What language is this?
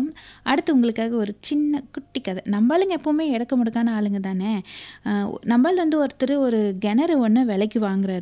Tamil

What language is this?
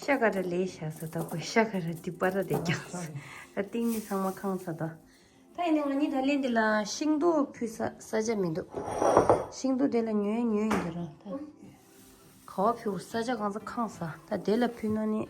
Tibetan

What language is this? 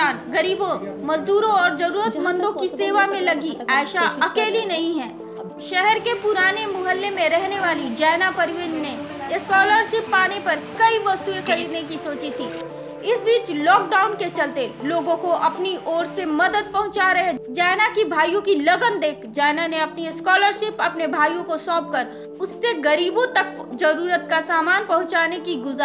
Hindi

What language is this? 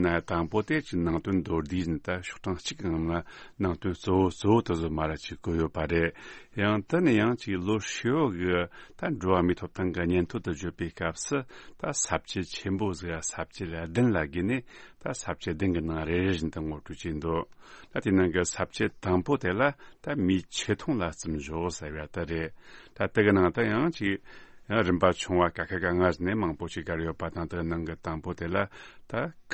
Tibetan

